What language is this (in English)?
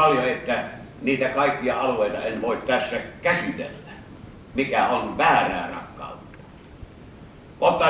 Finnish